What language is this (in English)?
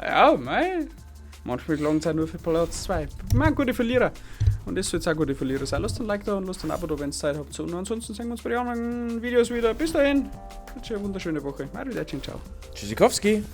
Bavarian